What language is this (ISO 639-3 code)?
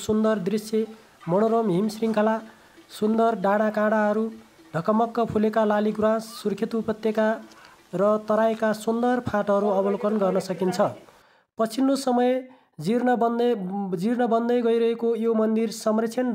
nep